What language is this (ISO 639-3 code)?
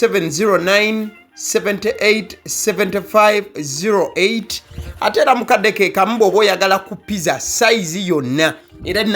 lug